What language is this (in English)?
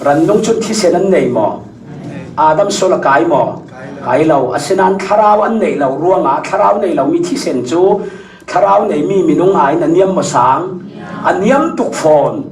Falam Chin